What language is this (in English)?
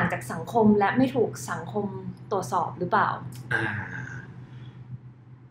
Thai